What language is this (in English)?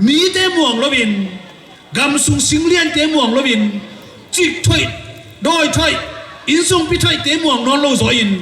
Tedim Chin